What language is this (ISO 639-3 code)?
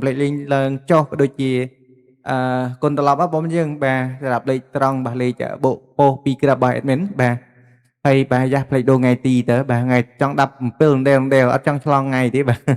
khm